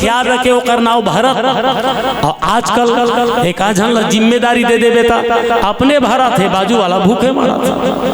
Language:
Chhattisgarhi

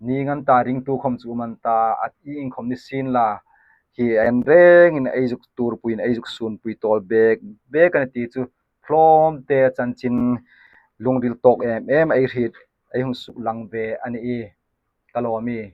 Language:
Hmar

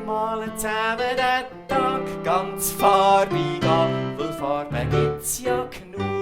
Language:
Swiss German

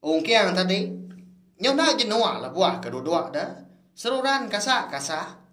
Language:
Iban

